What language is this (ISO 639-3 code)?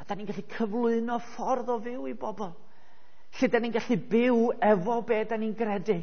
cym